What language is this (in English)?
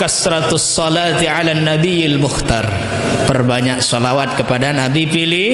Sasak